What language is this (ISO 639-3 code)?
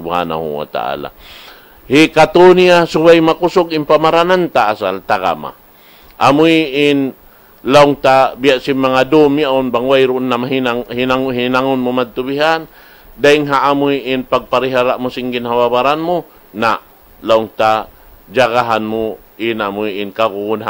tsg